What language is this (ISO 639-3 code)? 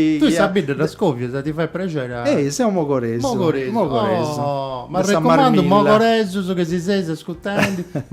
srd